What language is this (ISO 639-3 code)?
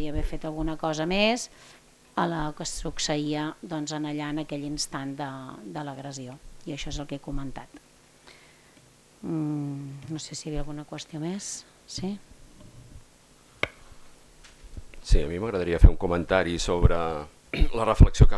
cat